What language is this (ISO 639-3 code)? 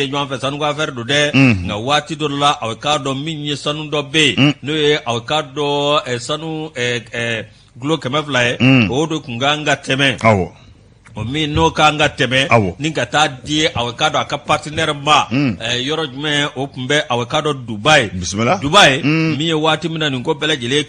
bam